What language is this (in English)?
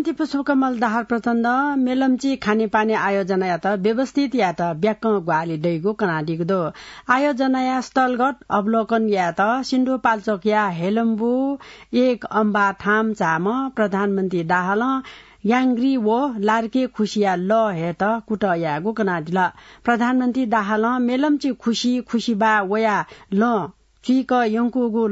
Newari